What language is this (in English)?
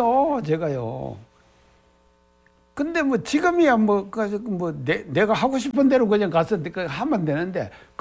Korean